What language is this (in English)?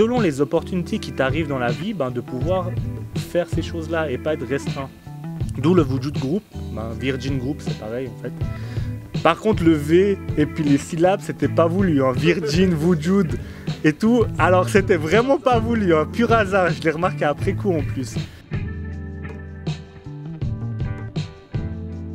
French